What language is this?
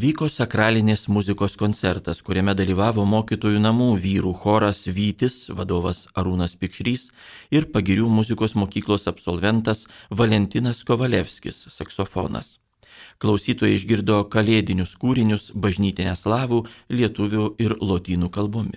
Lithuanian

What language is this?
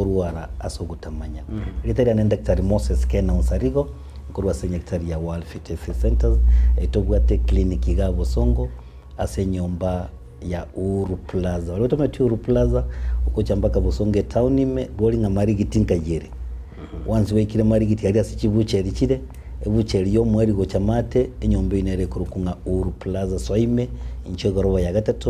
Gusii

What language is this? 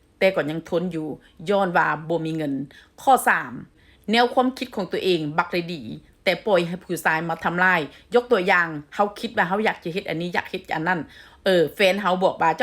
Northeastern Thai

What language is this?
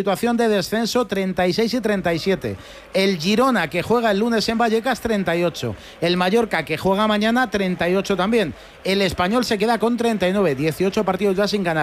Spanish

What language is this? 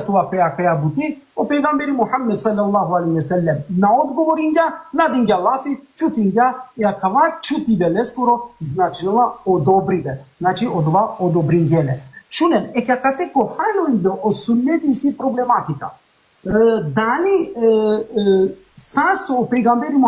Balkan Romani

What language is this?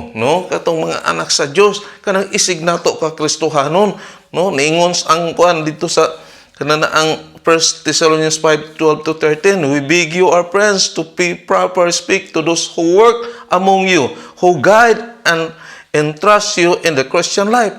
Cebuano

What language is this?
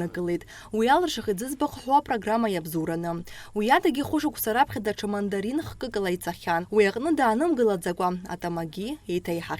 Abkhazian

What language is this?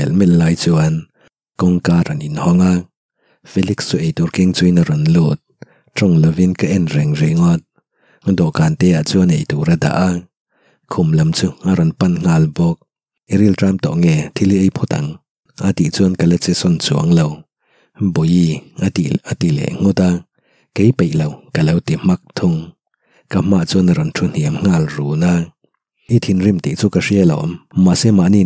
Mizo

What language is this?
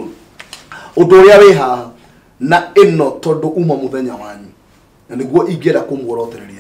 Kikuyu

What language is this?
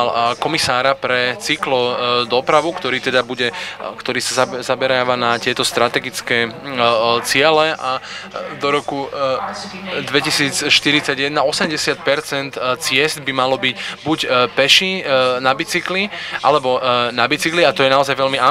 Slovak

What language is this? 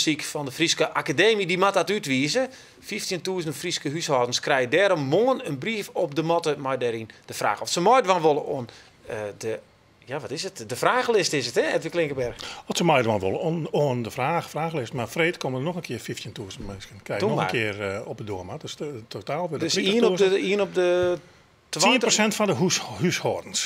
Western Frisian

